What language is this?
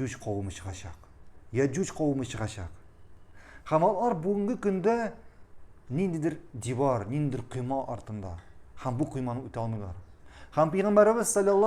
Tatar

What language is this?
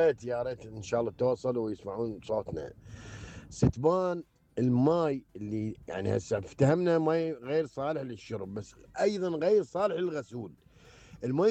Mesopotamian Arabic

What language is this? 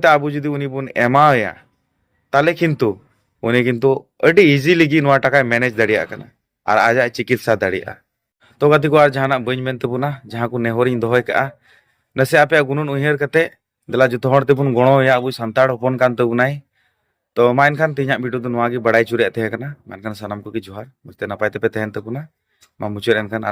Santali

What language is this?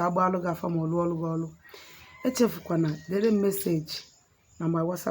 Igbo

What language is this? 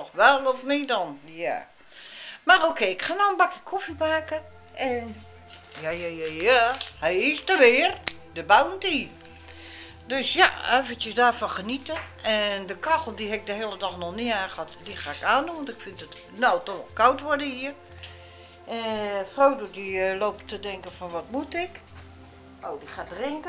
Dutch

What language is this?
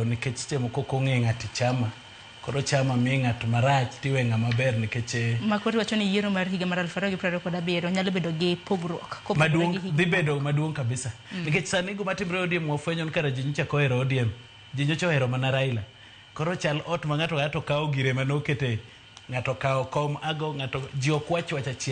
Luo (Kenya and Tanzania)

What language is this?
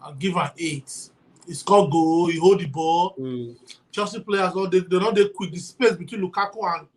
Nigerian Pidgin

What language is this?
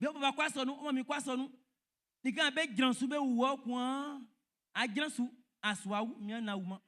Baoulé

